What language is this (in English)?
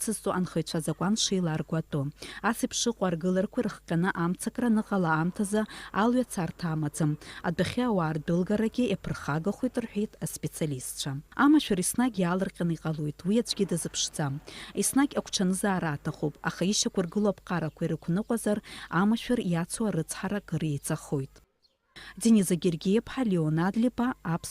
Abkhazian